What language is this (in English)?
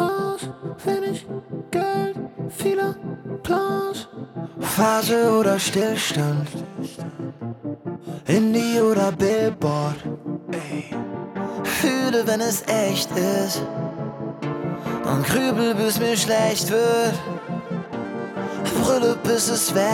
German